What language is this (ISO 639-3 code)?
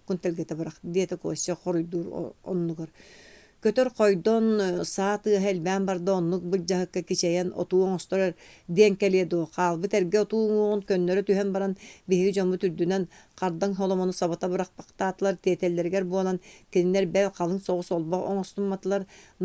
sah